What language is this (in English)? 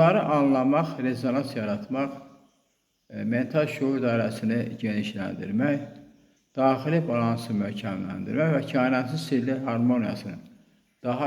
Azerbaijani